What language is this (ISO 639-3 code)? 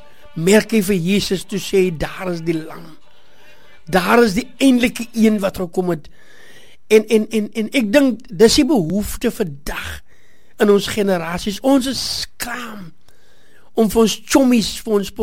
afr